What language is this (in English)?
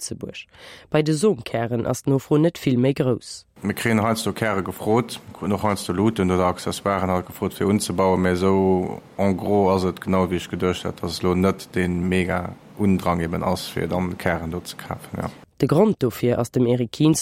Luxembourgish